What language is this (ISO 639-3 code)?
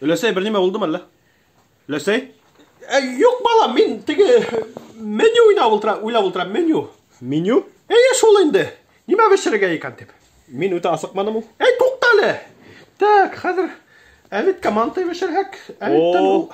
bak